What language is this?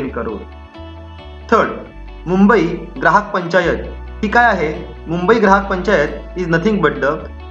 Marathi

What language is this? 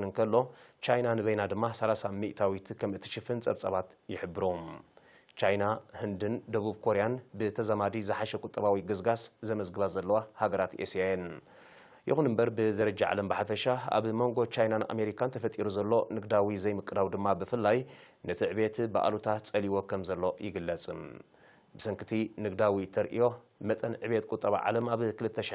Tigrinya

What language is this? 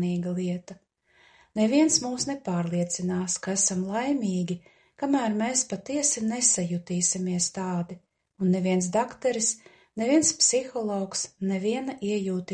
Latvian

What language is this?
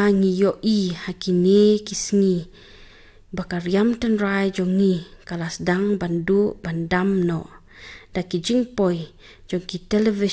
Khasi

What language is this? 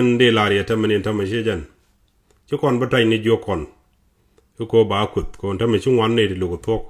Nuer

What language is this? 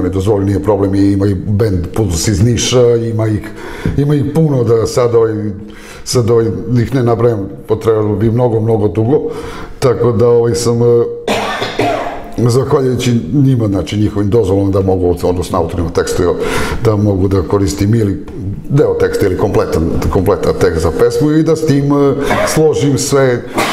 Serbian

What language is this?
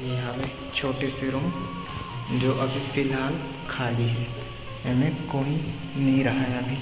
Chhattisgarhi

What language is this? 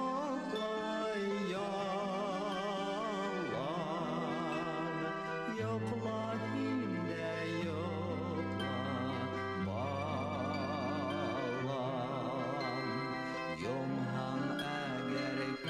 Bashkir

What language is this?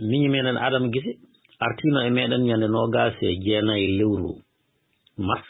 Fula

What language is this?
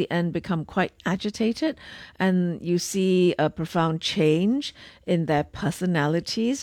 English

